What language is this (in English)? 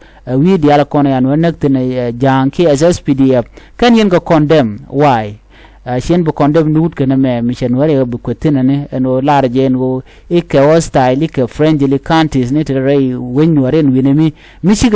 Nuer